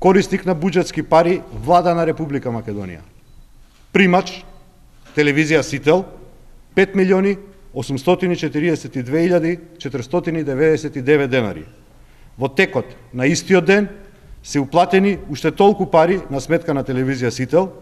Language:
Macedonian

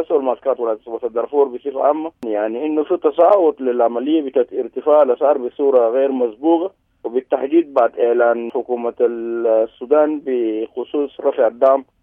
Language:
Sudanese Arabic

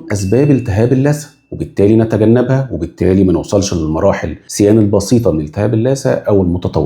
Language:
Egyptian Arabic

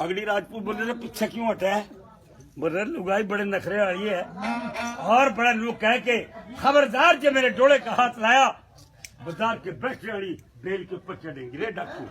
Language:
Haryanvi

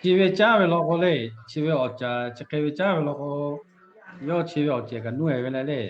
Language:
Lahu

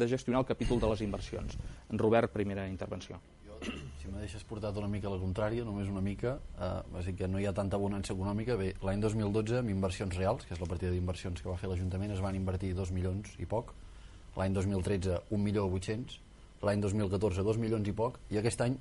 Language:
Catalan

